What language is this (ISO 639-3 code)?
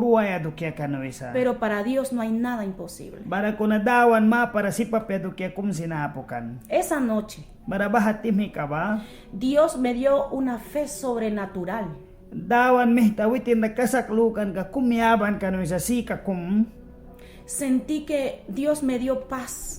miq